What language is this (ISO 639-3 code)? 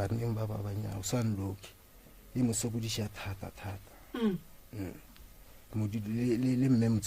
nso